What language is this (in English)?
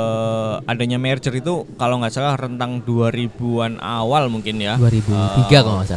Indonesian